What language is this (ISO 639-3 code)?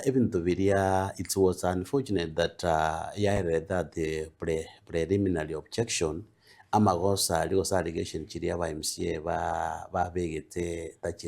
guz